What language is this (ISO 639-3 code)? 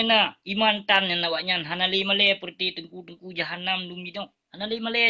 ace